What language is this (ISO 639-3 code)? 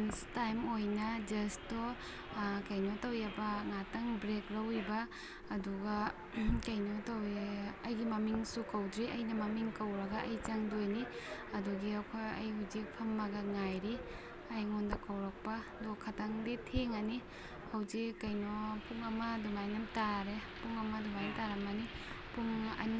mni